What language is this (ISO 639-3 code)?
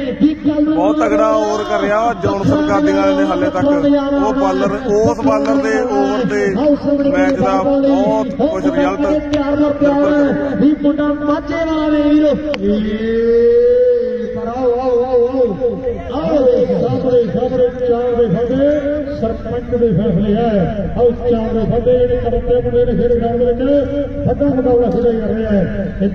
pan